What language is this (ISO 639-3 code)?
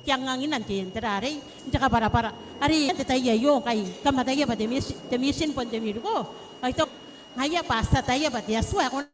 gil